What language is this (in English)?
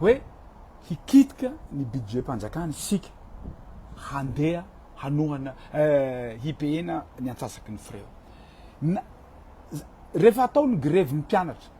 Malagasy